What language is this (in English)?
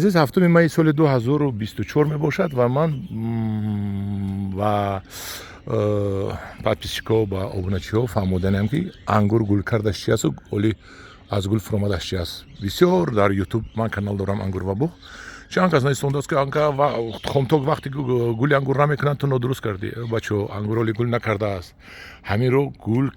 Tajik